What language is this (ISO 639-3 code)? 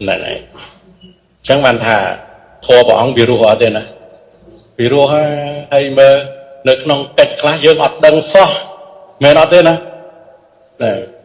khm